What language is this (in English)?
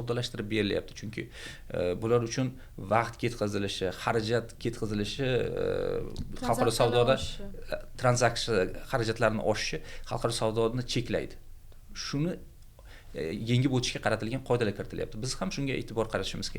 Uzbek